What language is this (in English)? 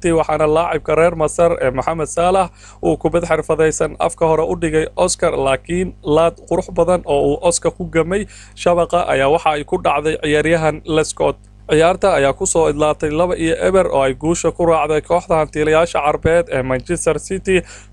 Somali